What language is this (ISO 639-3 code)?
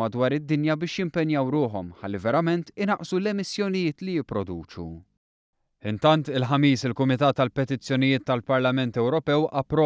mlt